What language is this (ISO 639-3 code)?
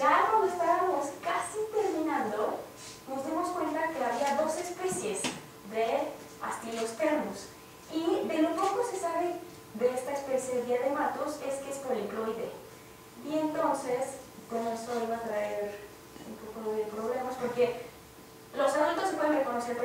spa